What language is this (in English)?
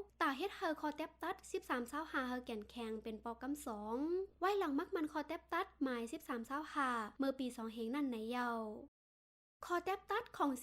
Shan